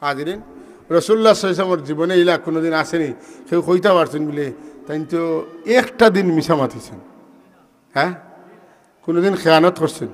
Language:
Sylheti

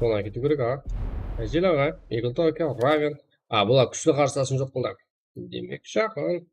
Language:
Kara-Kalpak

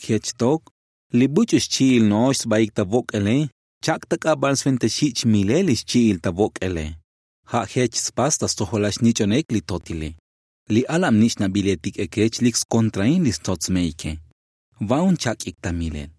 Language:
Tzotzil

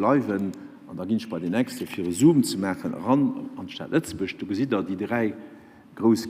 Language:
Luxembourgish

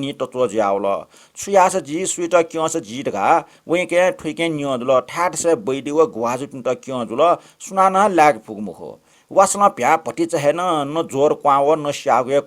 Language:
Newari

